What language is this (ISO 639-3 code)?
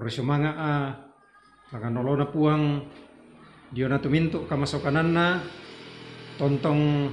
sda